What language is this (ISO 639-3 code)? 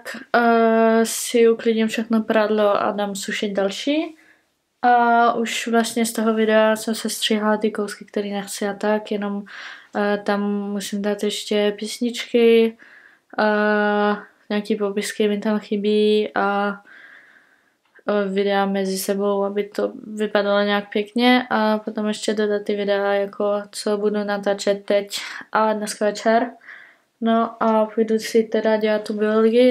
ces